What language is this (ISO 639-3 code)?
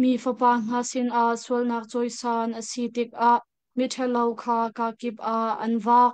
cnh